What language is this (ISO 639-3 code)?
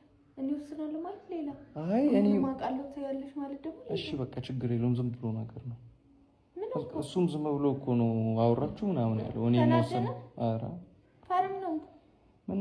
amh